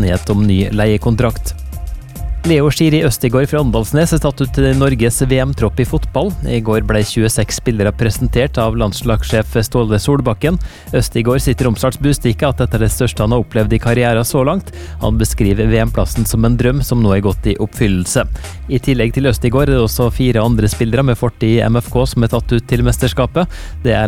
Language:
Norwegian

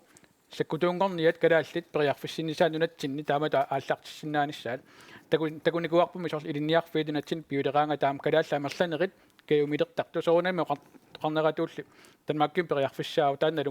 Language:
Kalaallisut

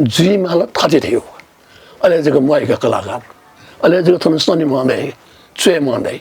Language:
Newari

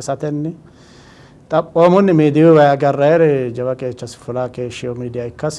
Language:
Sidamo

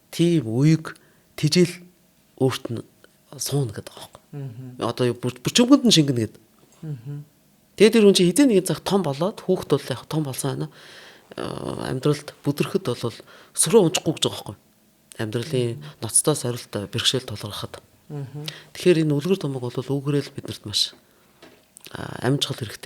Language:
Mongolian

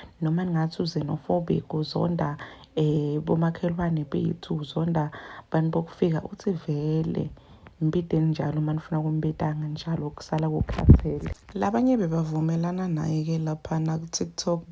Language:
Zulu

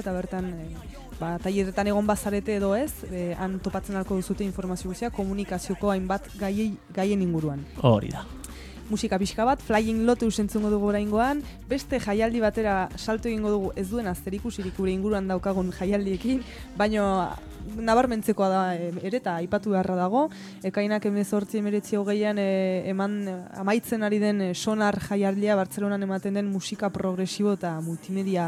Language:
Basque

